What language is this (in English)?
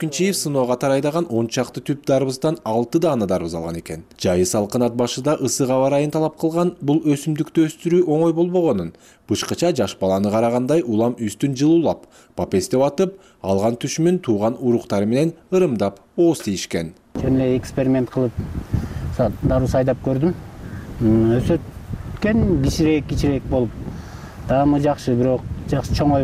Kyrgyz